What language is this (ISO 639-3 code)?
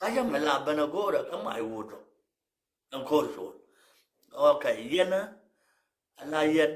nus